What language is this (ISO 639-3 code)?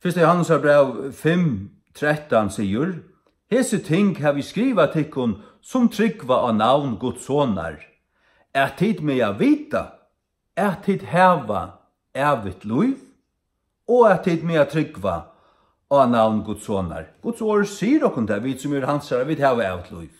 fao